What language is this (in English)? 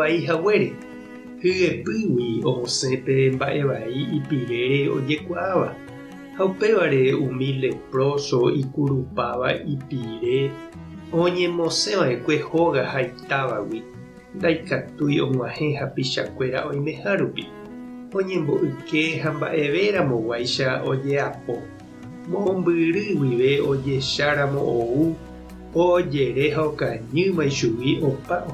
Guarani